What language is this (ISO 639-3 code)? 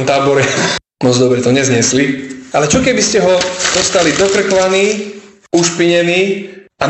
slk